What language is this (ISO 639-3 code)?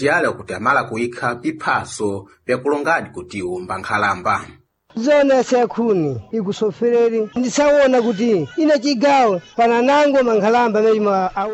seh